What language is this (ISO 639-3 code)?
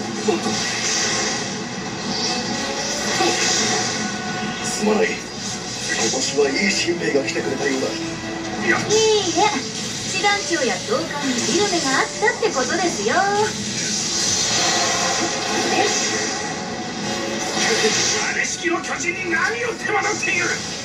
jpn